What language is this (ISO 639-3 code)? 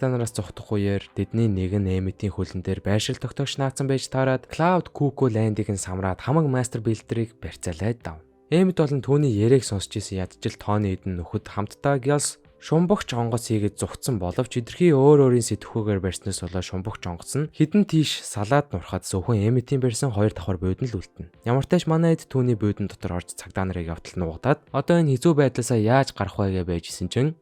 mon